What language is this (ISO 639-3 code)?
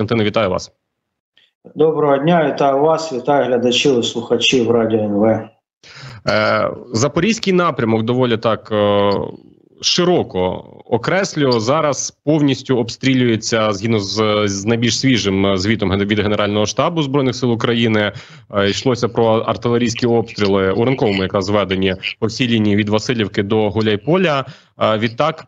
ukr